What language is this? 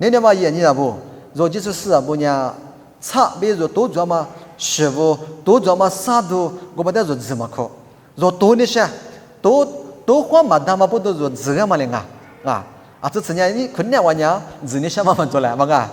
Lisu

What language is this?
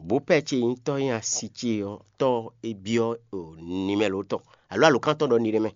Fon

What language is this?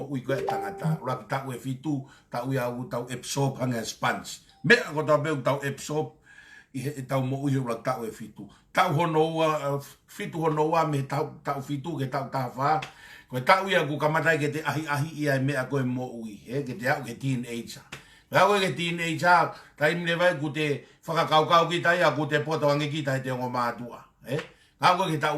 Tongan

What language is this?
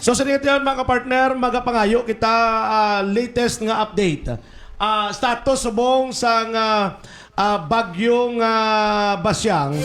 Hiligaynon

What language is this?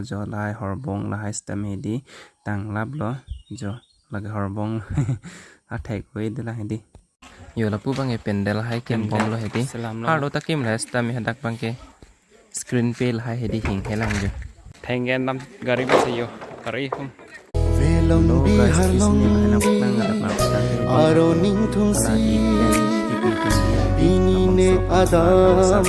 Karbi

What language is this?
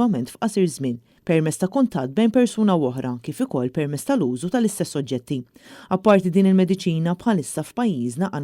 Maltese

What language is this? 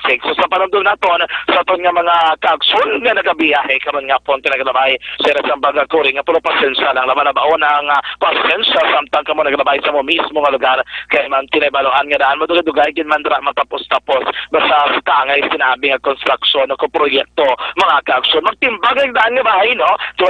Hiligaynon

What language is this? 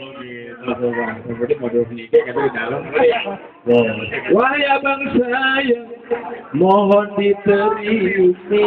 Betawi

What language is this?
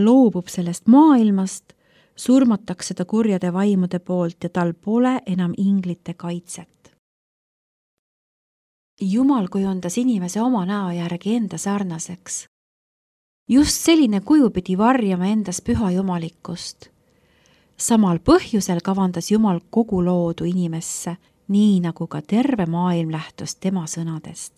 Estonian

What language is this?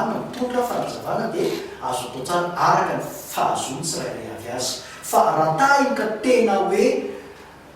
Malagasy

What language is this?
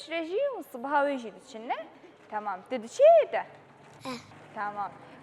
Kurdish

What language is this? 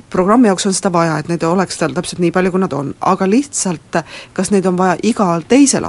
Estonian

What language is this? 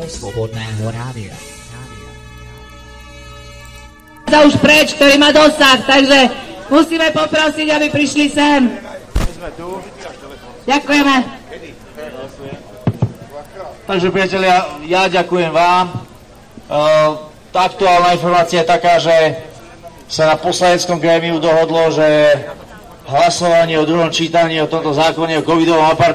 Slovak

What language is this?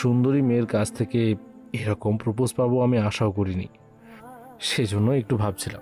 Bangla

